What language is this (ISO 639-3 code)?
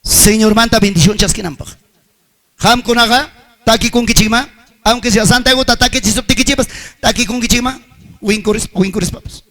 quy